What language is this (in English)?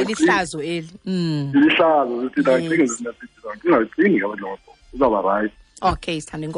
Xhosa